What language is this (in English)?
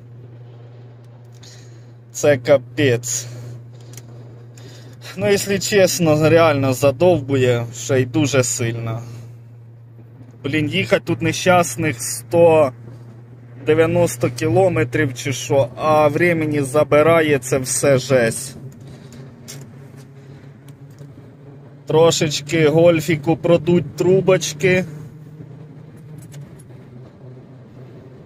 Ukrainian